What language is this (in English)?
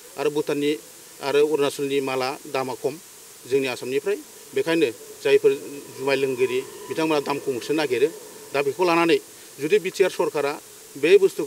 Bodo